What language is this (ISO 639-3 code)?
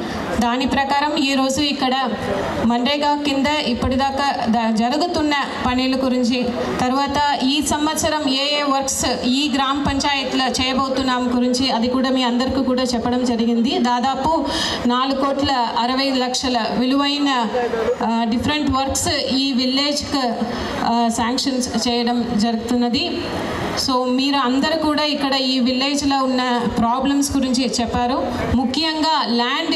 tel